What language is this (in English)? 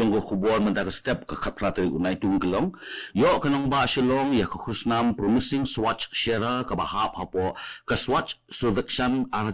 Khasi